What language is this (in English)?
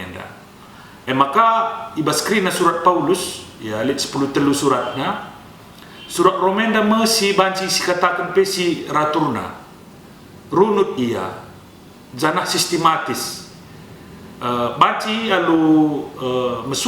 Batak Karo